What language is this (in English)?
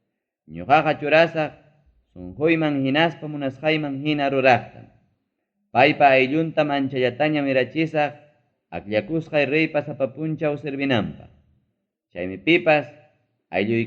Ayacucho Quechua